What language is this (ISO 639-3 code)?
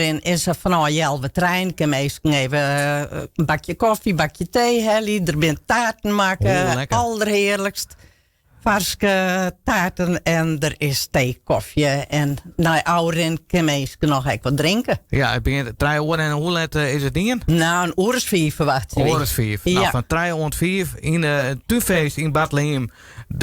fry